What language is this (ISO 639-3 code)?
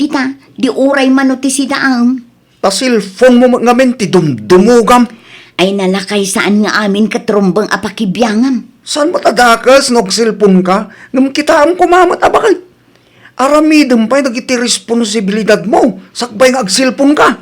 ilo